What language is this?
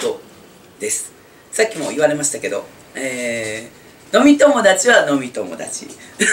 Japanese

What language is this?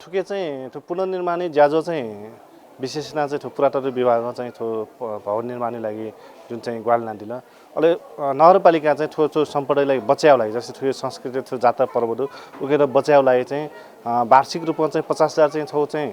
Newari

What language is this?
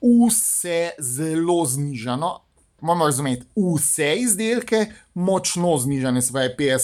Slovenian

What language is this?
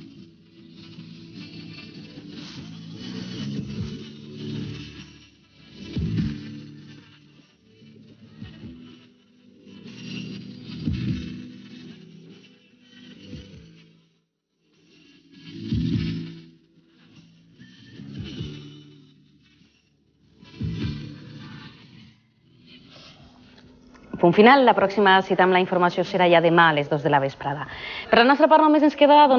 Catalan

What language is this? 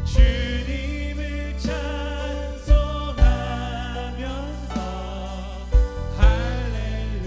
Korean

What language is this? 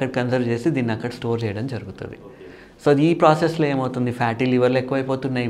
Telugu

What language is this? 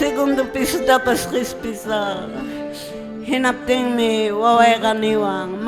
Quechua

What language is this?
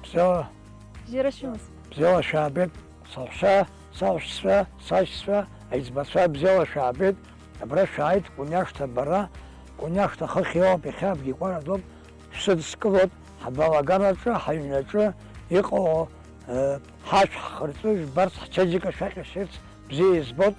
Abkhazian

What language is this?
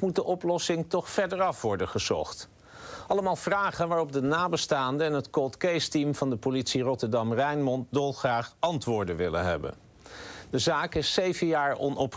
Dutch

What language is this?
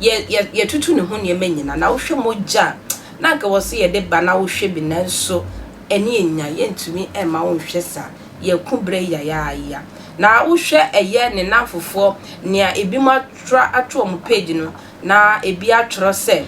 Akan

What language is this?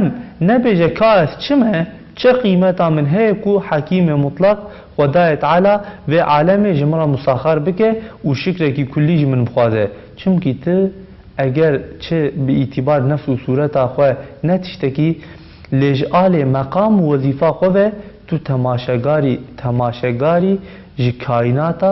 Kurdish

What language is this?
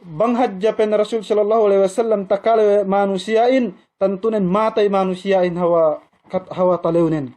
Yakan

